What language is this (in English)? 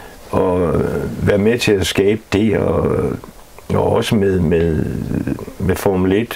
Danish